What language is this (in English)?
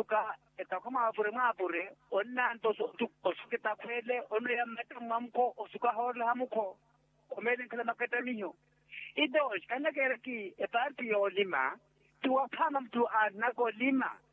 Makhuwa